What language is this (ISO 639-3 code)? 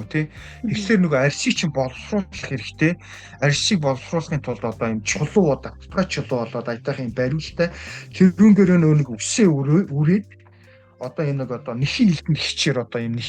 mon